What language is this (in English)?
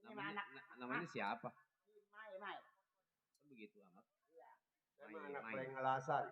Betawi